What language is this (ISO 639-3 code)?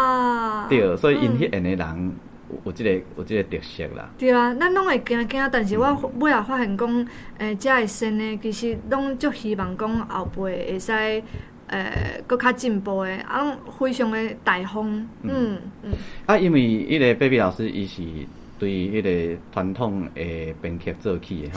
nan